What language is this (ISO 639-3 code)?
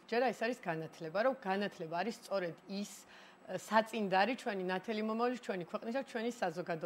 kat